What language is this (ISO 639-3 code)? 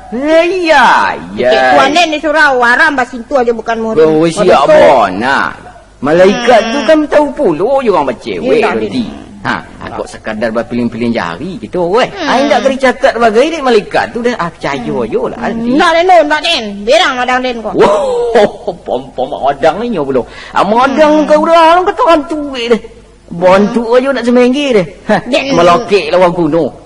min